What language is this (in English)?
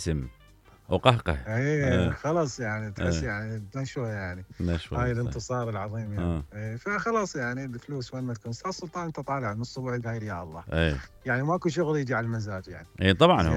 Mesopotamian Arabic